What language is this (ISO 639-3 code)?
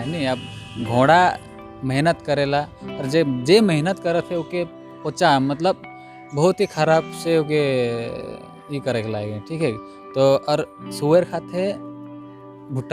sck